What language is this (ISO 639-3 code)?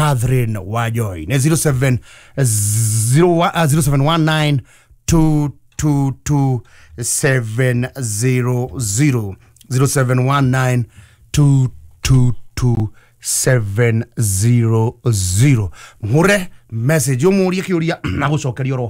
kik